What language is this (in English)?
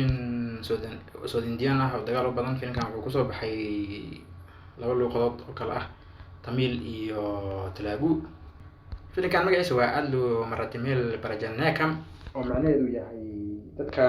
Somali